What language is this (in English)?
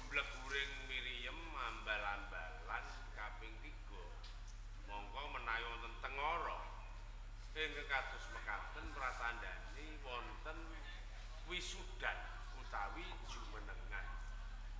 Javanese